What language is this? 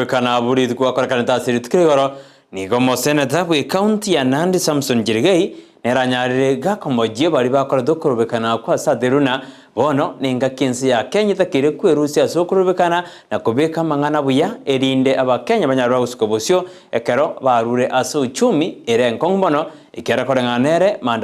Gusii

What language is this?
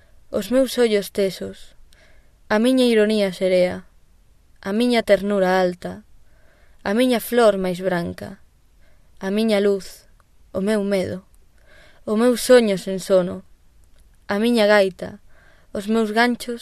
Galician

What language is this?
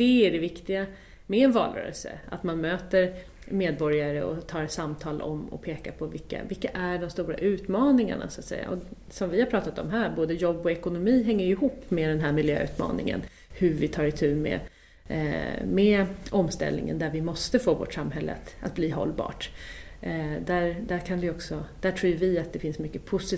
Swedish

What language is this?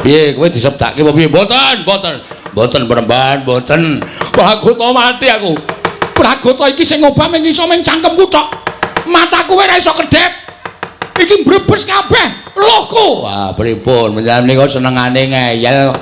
Javanese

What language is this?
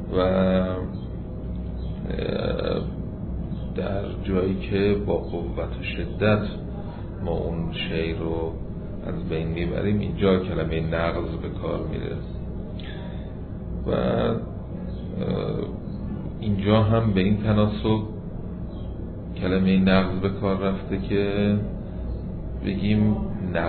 Persian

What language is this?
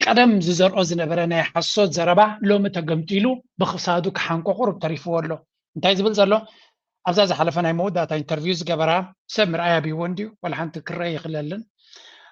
Tigrinya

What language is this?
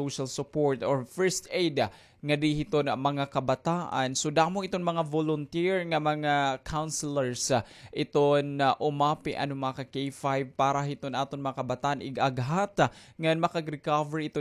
Waray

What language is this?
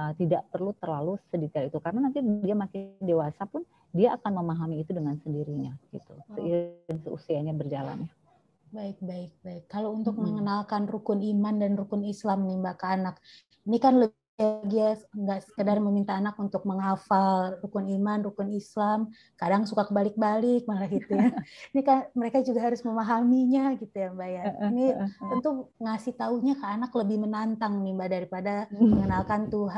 Indonesian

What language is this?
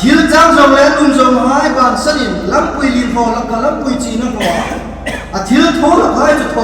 Hmar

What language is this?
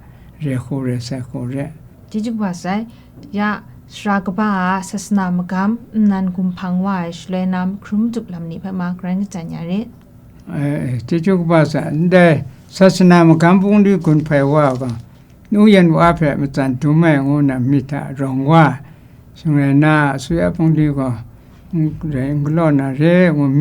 Kachin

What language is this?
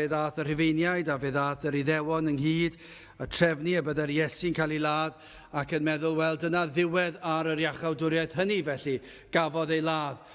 Welsh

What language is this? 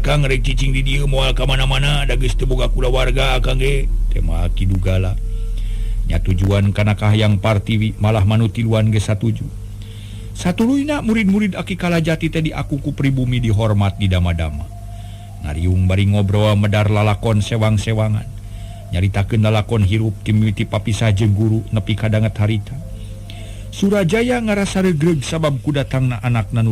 Sundanese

